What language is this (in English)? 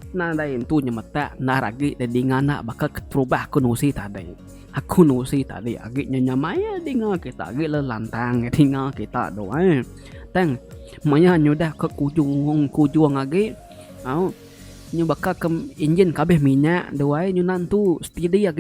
Iban